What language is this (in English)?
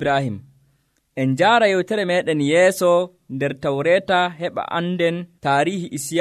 Nigerian Fulfulde